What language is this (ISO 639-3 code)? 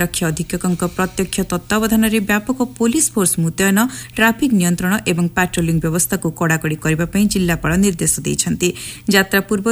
ori